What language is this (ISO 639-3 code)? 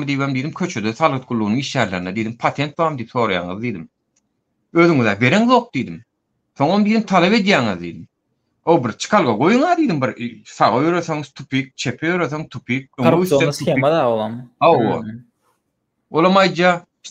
tuk